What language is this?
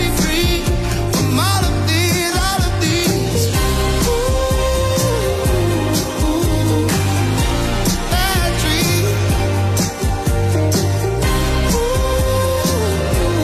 English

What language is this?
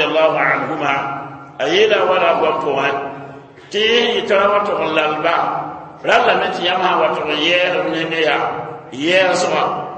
Mossi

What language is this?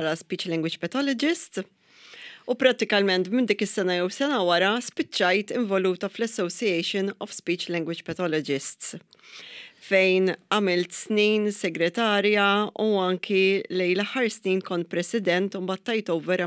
Maltese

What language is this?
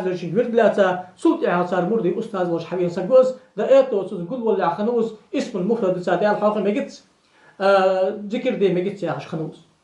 Ingush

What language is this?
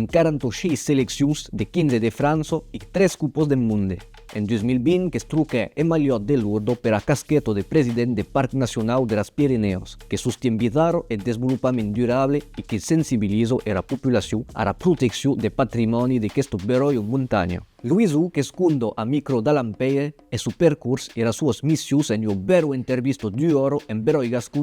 Occitan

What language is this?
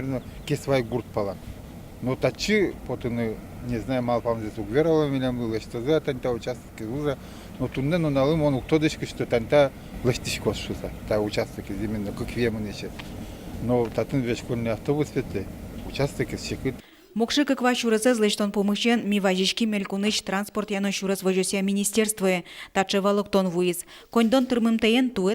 Udmurt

